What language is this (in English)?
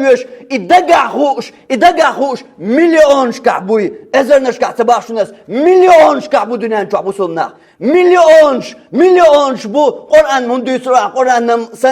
Chechen